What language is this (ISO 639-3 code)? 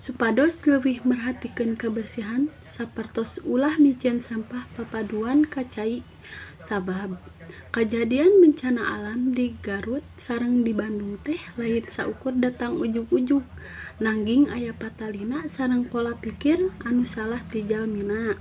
sun